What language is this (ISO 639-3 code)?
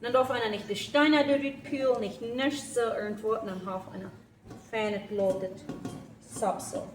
pdt